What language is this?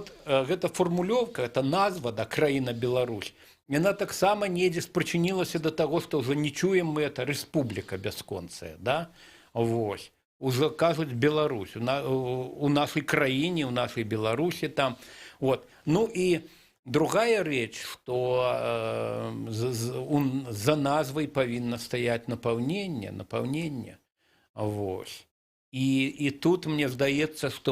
Belarusian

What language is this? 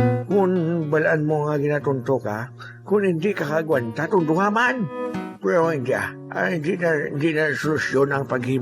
Hiligaynon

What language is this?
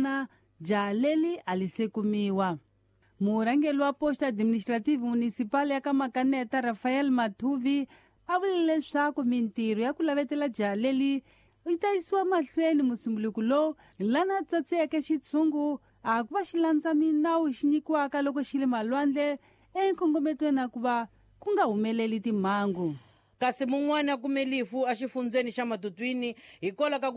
Tsonga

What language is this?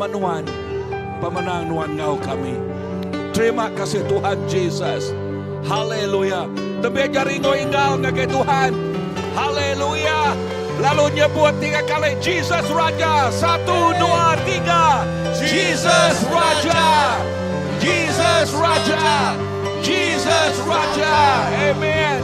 Iban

